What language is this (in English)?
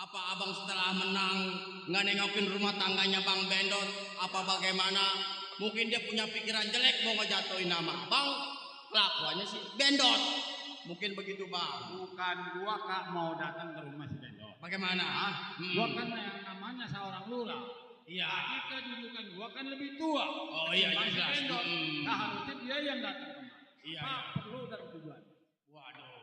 Betawi